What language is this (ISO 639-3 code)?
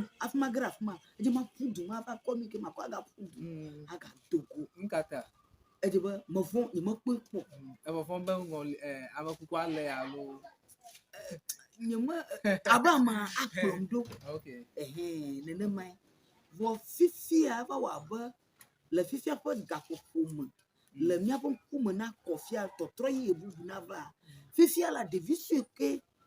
ewe